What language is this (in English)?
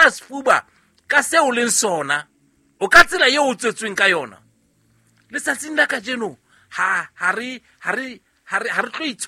Southern Sotho